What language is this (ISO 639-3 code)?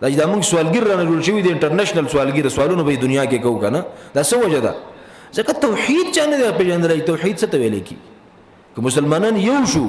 pus